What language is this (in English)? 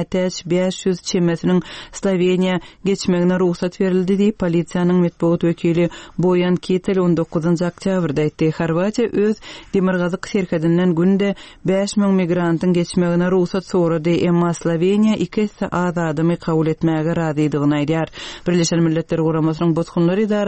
Turkmen